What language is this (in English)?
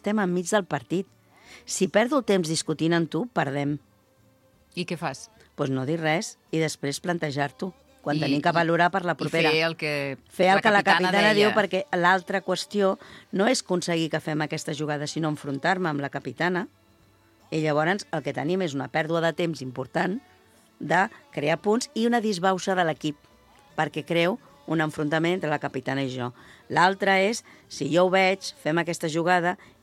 Catalan